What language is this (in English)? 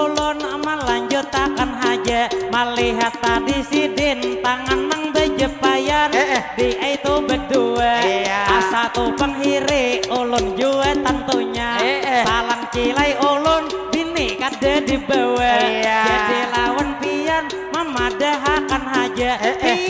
Banjar